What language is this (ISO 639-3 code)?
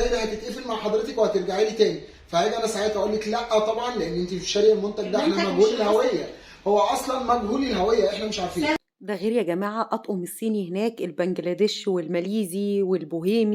arz